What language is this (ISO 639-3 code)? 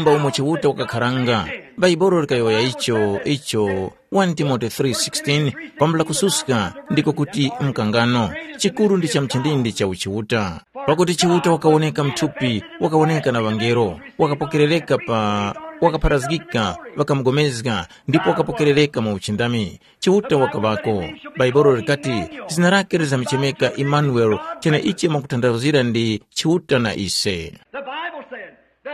tum